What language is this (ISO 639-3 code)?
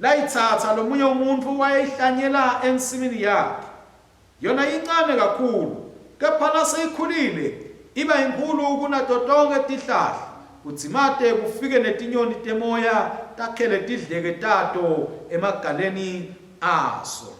ssw